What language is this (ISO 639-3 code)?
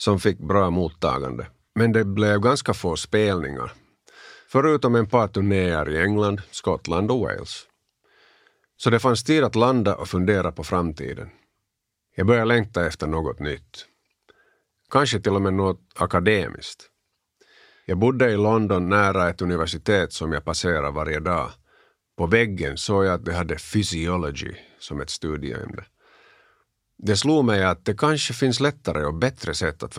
swe